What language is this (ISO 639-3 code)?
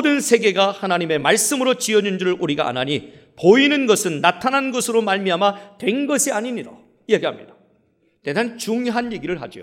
kor